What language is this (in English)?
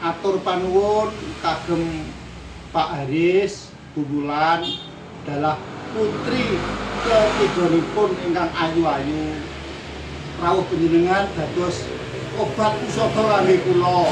Javanese